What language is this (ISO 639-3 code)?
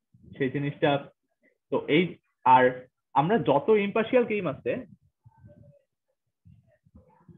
ben